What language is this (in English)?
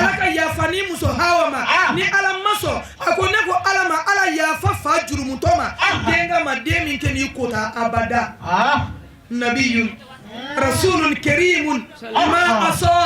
Bambara